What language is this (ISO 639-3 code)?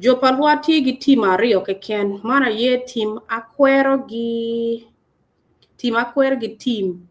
ach